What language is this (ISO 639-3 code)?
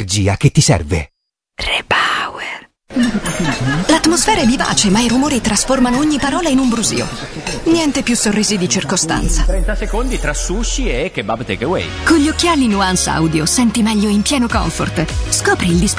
ita